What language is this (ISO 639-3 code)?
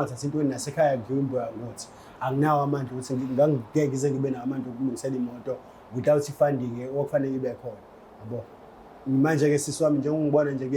zul